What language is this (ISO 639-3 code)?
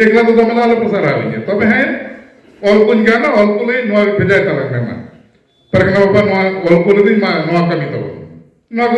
sat